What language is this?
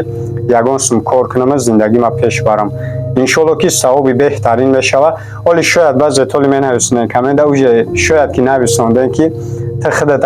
Tajik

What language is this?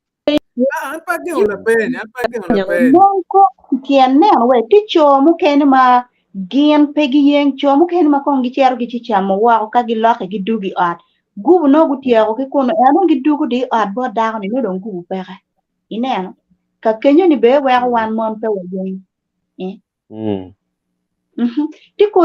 Acoli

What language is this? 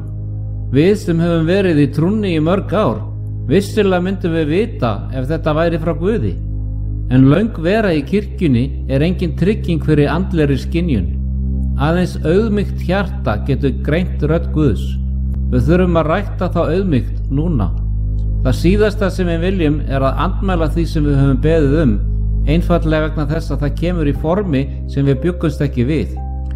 Icelandic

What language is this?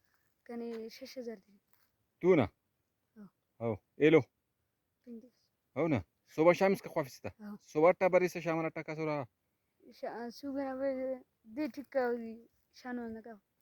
Brahui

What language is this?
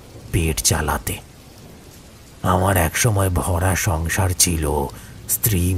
Bangla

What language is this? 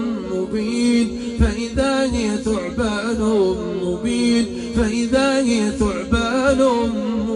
Arabic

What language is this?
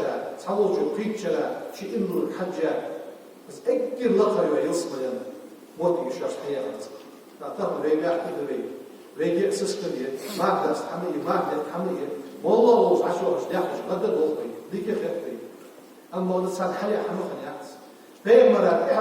Ingush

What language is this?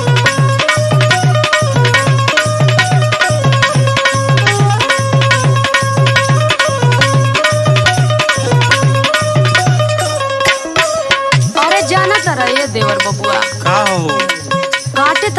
Bhojpuri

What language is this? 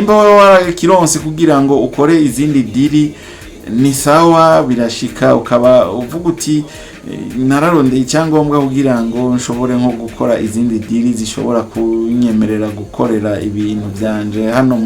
Rundi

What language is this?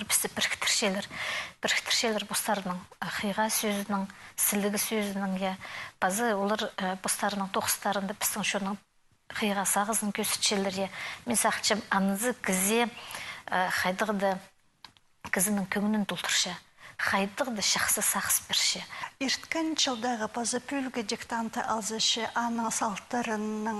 Khakas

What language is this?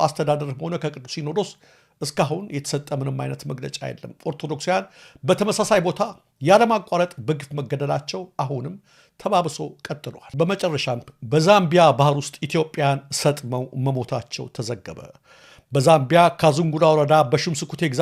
Amharic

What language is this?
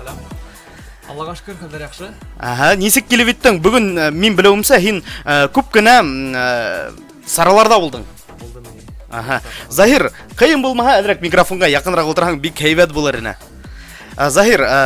Bashkir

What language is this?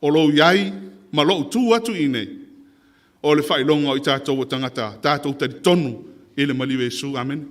Samoan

